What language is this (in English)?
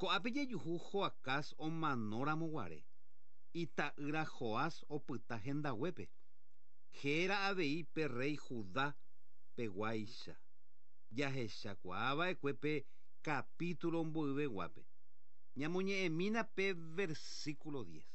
Guarani